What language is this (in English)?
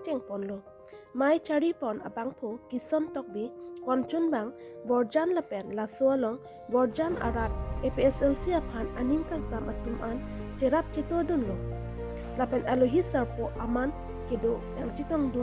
Karbi